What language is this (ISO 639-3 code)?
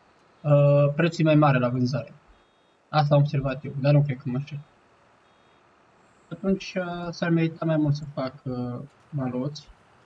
ron